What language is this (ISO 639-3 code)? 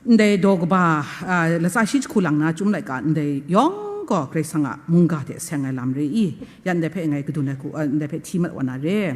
kac